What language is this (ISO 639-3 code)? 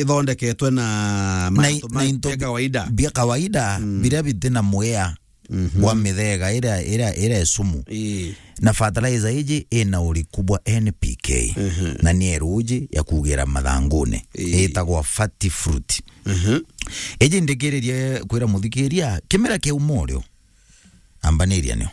mer